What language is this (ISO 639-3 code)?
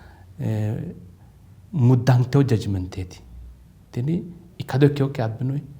sid